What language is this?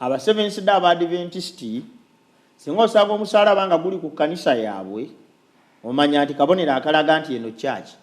Ganda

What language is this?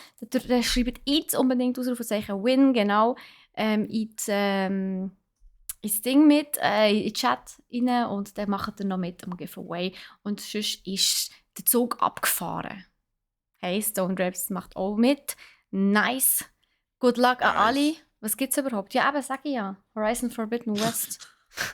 Swiss German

